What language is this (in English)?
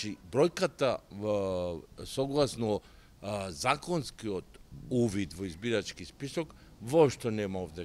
Macedonian